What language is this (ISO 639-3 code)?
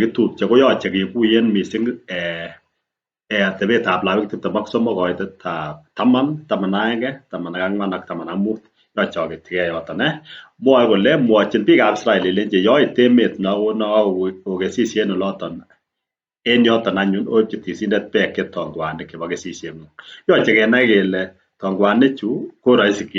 kln